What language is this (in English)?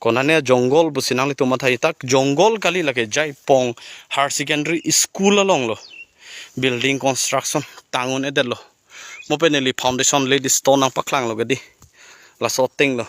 Karbi